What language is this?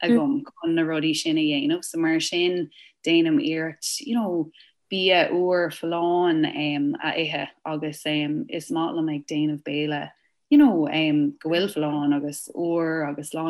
Irish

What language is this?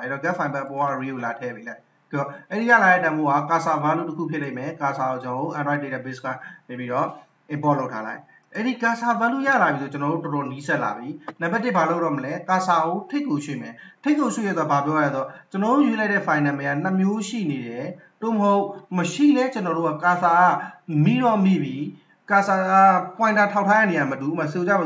Burmese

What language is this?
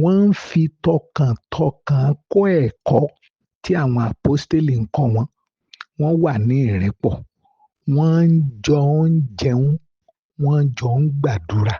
Yoruba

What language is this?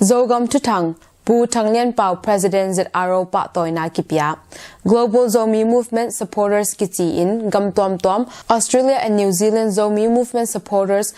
Tedim Chin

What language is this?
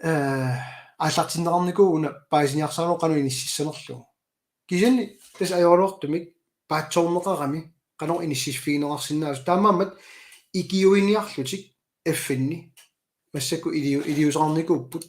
Kalaallisut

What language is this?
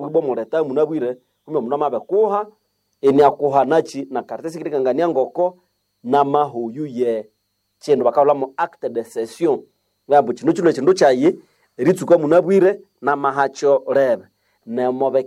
Nande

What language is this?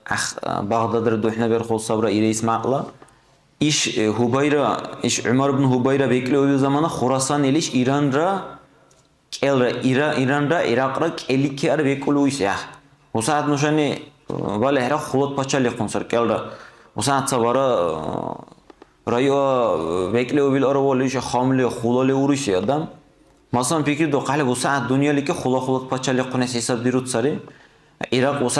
Dargwa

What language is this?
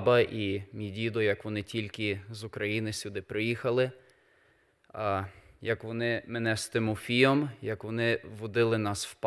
Ukrainian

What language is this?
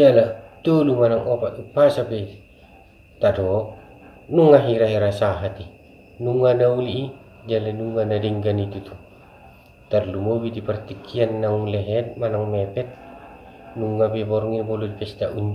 Batak Toba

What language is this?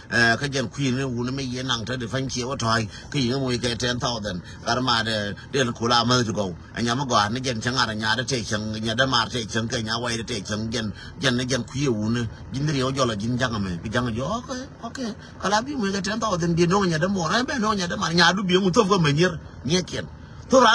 Nuer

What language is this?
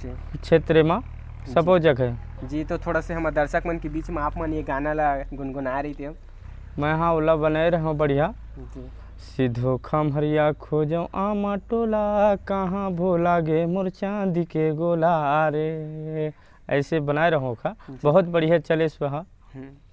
Chhattisgarhi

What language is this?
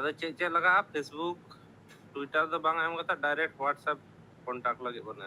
Santali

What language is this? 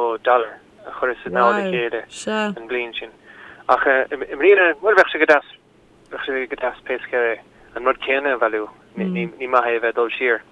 Irish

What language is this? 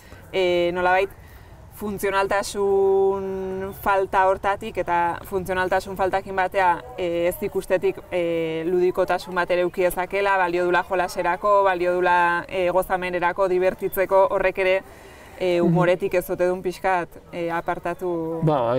Basque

